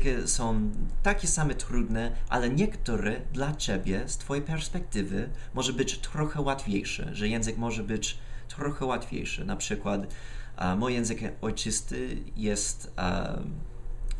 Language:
Polish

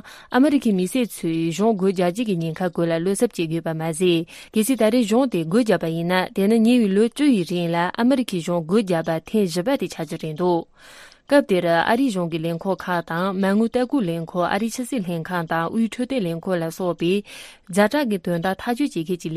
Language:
Tibetan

